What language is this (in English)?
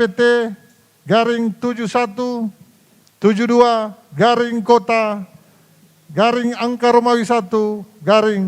Manado Malay